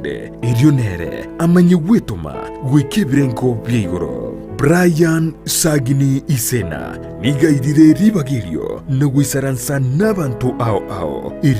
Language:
Gusii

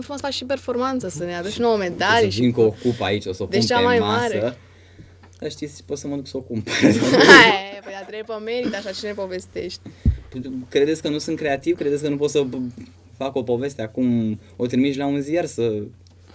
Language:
Romanian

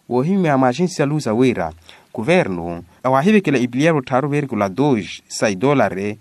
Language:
Makhuwa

